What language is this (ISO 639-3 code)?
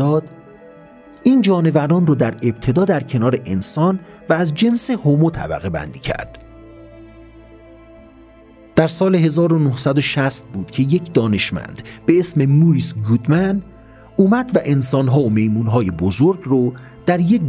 fas